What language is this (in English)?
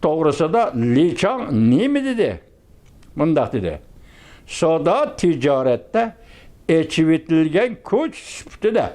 Uyghur